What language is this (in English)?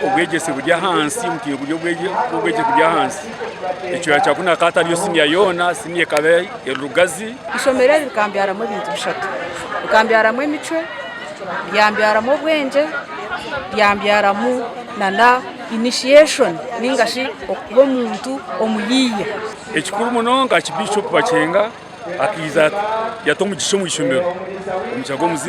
Nyankole